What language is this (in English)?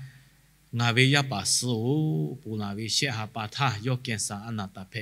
Lahu